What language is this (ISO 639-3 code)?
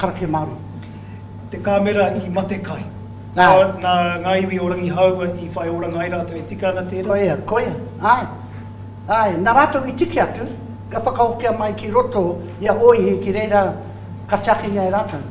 mri